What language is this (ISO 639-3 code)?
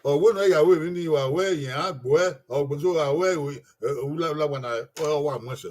bin